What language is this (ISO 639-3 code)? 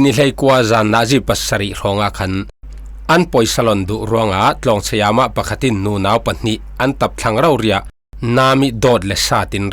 cfm